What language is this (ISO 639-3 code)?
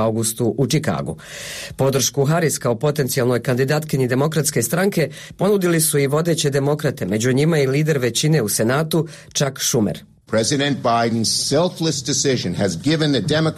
hrv